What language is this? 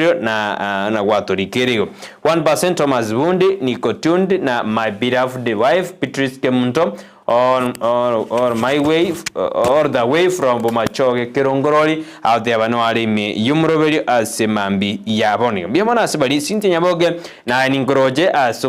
Gusii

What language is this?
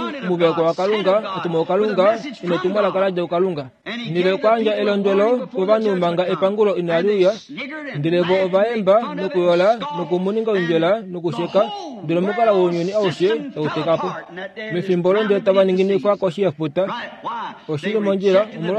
Kuanyama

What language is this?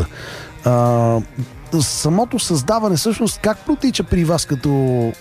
Bulgarian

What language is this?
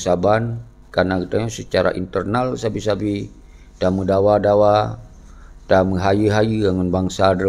Achinese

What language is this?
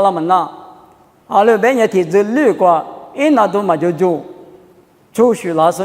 Lisu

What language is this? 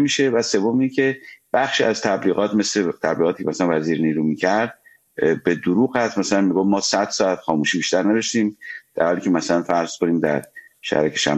Persian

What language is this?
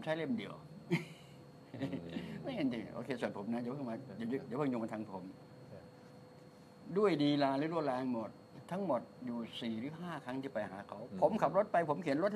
Thai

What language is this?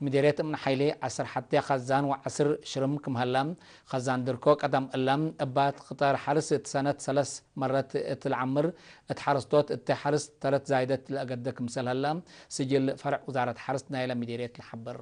Tigre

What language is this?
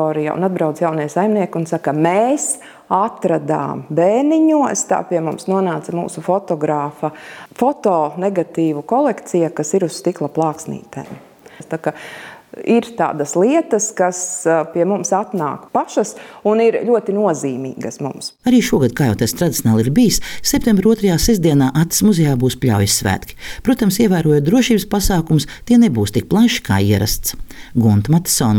Latvian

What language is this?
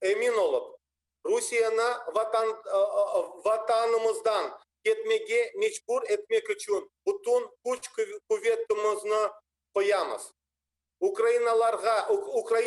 Crimean Tatar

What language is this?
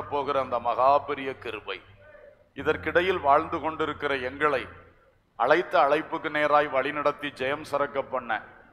Tamil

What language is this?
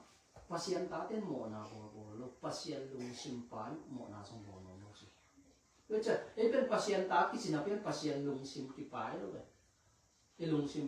Tedim Chin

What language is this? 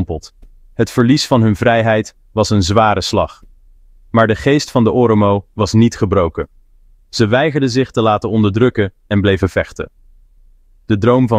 Dutch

